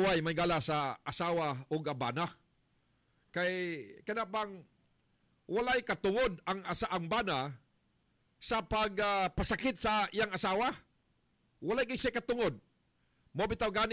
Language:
Cebuano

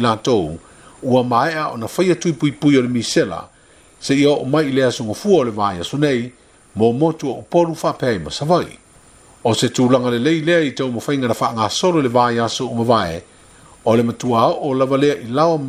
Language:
Samoan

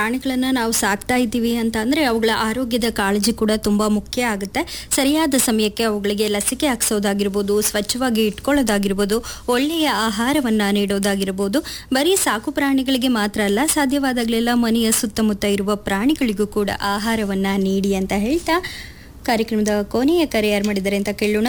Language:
Kannada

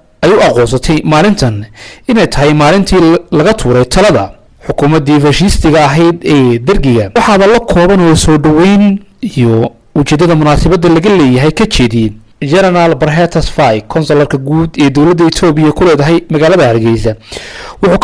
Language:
Somali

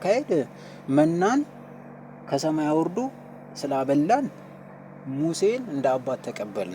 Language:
Amharic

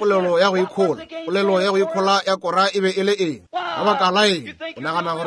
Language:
Northern Sotho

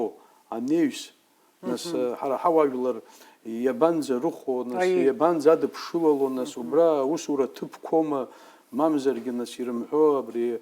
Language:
Abkhazian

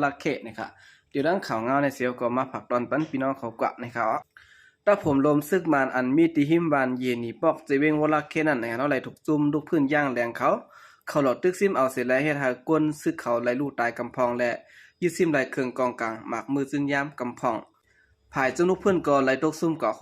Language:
Shan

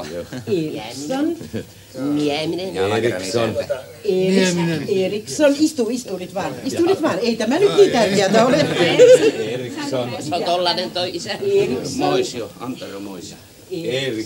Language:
Finnish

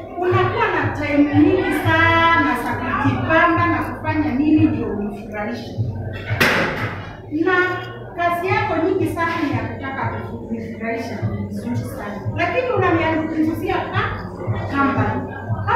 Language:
Swahili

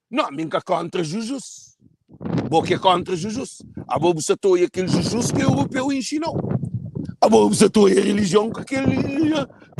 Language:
Kabuverdianu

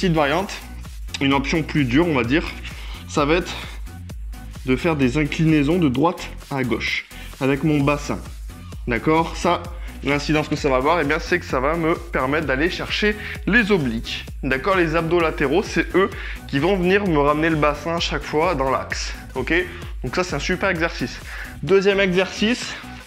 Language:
French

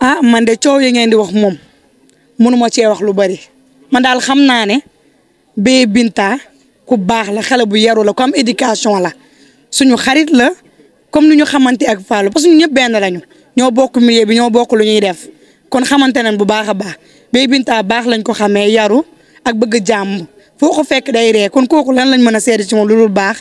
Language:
Wolof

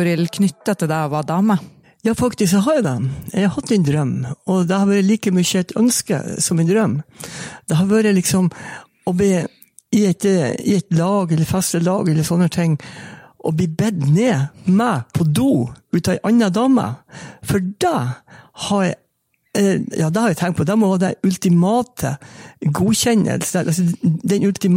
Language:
Norwegian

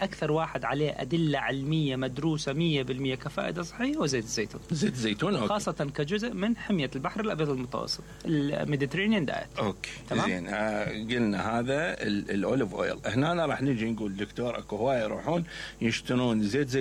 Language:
Mesopotamian Arabic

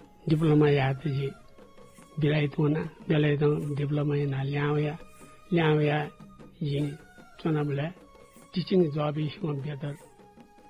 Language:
Newari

